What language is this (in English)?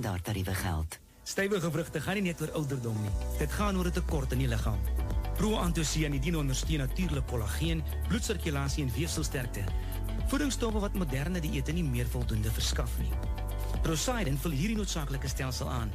Afrikaans